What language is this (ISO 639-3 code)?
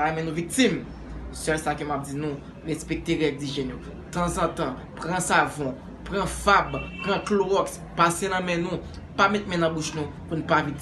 hat